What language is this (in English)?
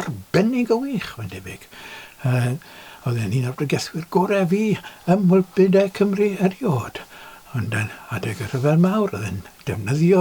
Welsh